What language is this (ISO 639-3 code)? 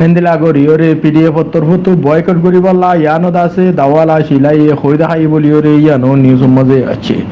rhg